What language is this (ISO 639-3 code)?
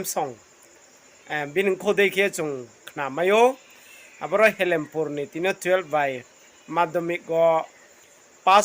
ria